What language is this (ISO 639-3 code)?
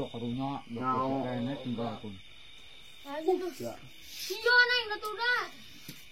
sun